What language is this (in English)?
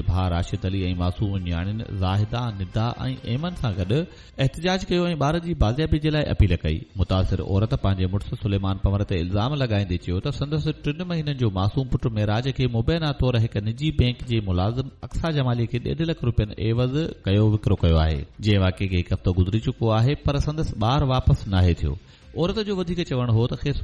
Sindhi